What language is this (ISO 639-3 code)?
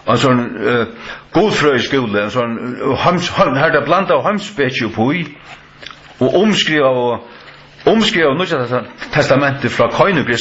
fao